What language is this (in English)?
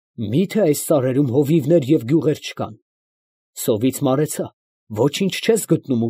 Armenian